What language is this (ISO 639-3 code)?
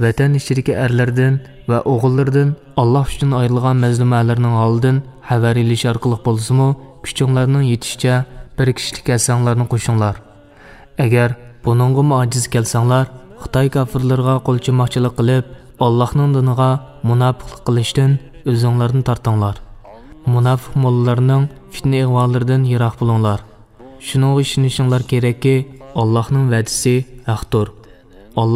uig